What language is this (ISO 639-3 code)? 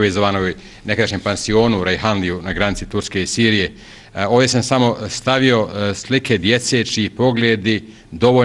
bos